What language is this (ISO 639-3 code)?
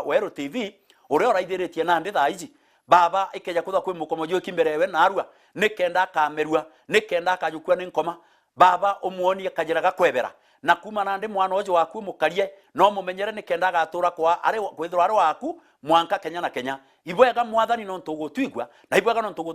mer